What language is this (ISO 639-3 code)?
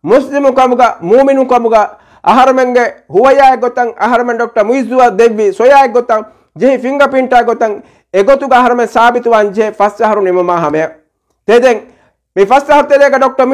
div